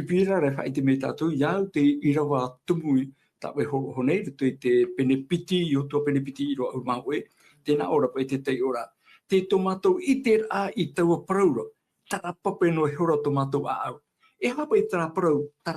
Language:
Tahitian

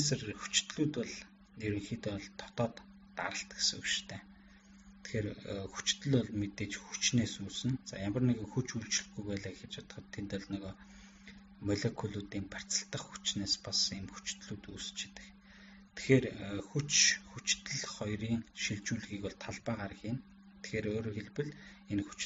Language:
Mongolian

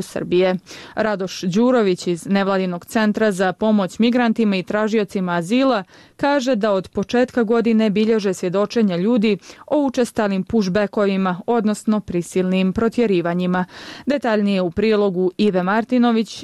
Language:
Bosnian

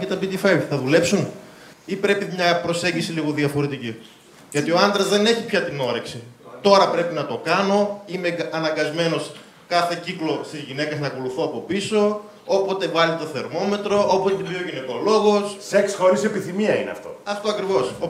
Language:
Greek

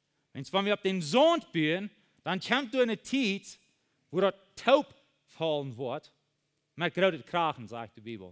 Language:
Plautdietsch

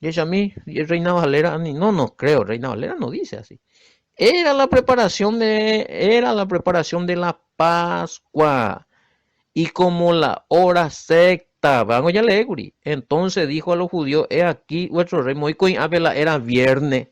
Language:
Guarani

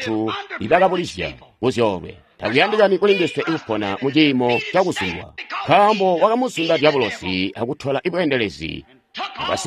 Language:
Tonga (Zambia)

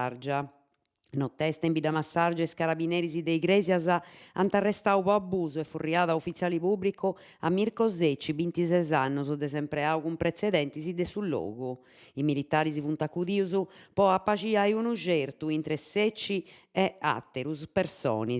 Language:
Sardinian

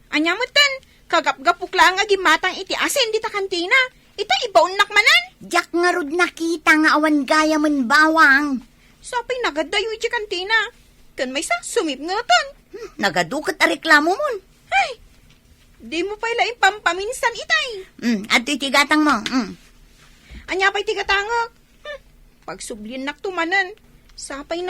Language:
Iloko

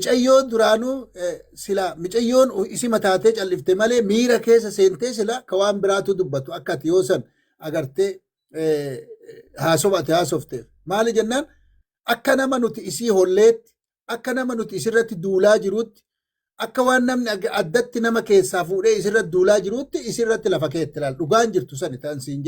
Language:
Oromo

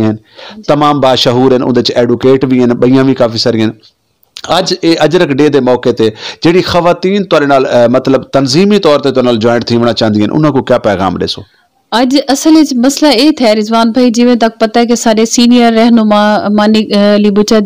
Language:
Saraiki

